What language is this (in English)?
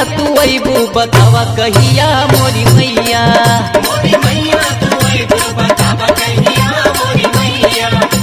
Bhojpuri